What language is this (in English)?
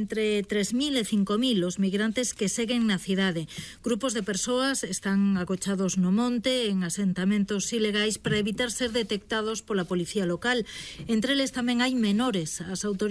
Galician